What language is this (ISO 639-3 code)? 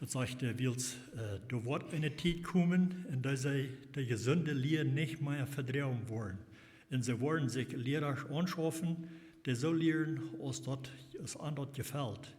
pdt